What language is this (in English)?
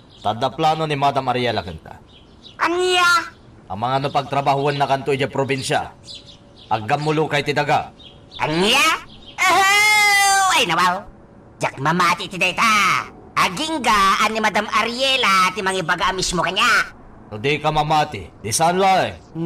Iloko